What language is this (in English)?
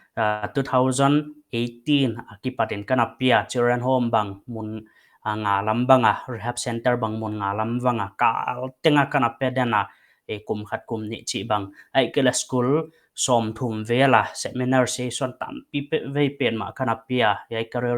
Paite Chin